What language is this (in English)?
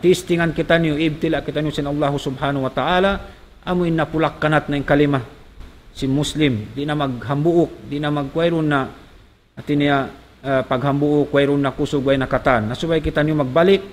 Tausug